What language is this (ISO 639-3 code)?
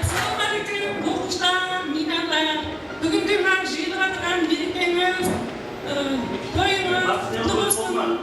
kaa